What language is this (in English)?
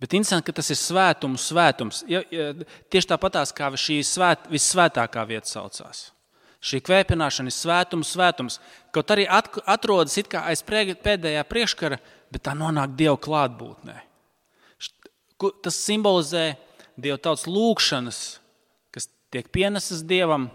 Latvian